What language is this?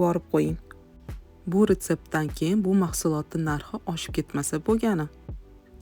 Uzbek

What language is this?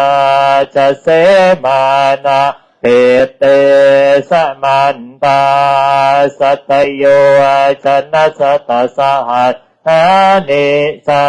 Pali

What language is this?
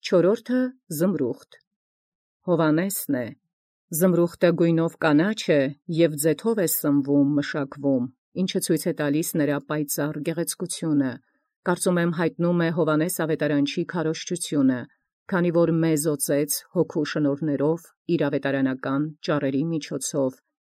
Armenian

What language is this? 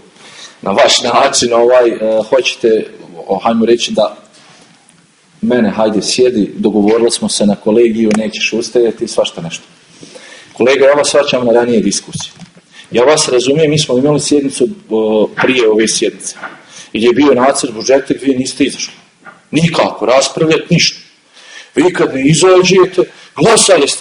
Bosnian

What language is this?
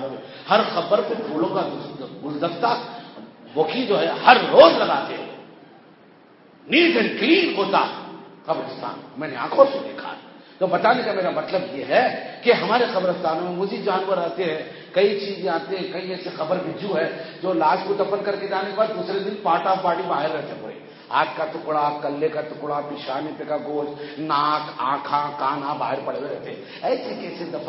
Urdu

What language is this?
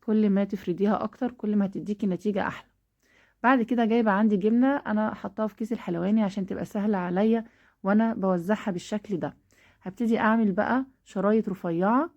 Egyptian Arabic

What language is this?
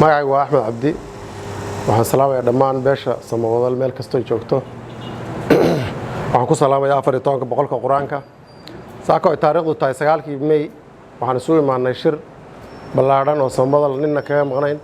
Somali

